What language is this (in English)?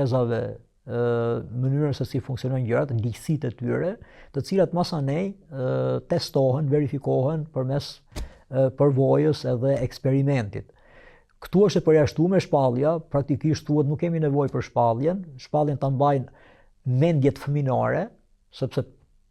Albanian